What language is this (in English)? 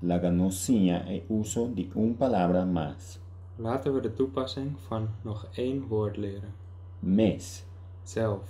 Papiamento